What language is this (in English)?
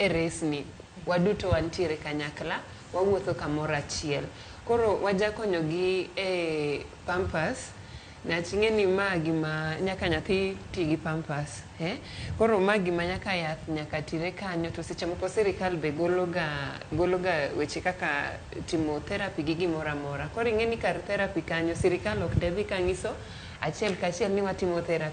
Luo (Kenya and Tanzania)